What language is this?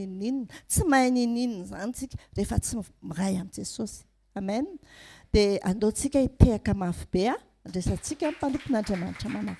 Malagasy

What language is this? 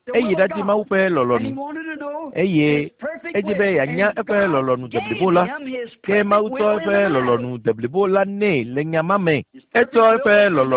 Ewe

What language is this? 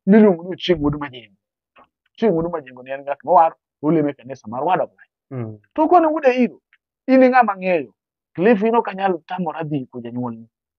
Luo (Kenya and Tanzania)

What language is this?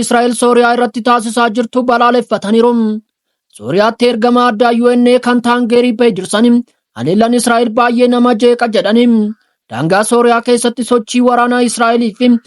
Oromo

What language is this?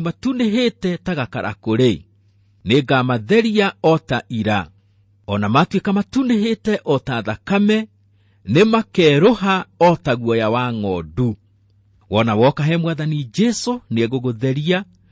Kikuyu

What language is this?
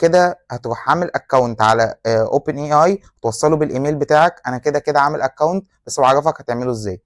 Egyptian Arabic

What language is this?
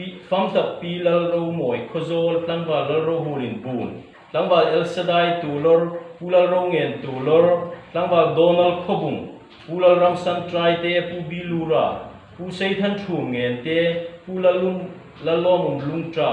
Hmar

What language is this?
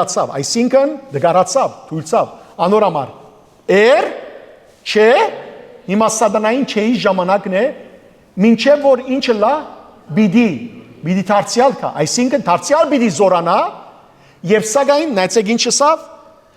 Western Armenian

